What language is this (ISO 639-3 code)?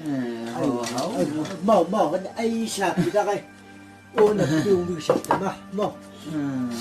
nbc